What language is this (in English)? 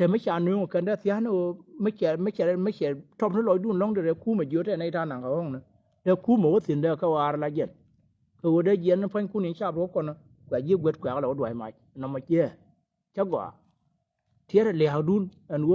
Nuer